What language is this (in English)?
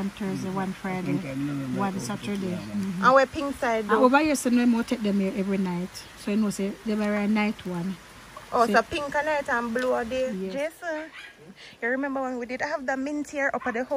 Jamaican Creole English